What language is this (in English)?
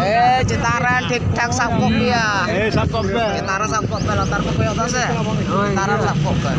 Santali